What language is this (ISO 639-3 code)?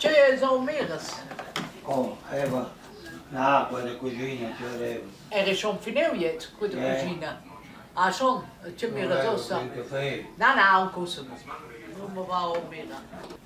roh